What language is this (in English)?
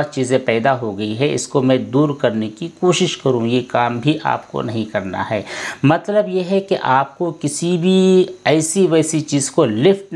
Hindi